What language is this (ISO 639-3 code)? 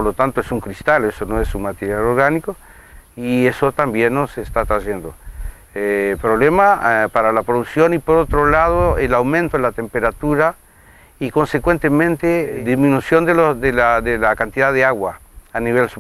spa